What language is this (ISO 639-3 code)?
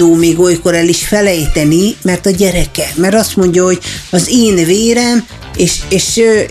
hun